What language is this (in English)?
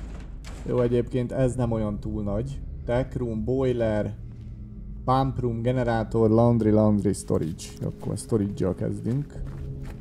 Hungarian